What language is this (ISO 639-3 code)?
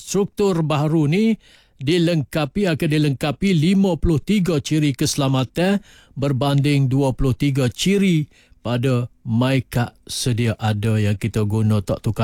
msa